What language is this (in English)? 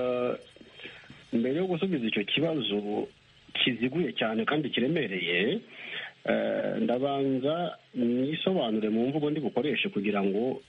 Kinyarwanda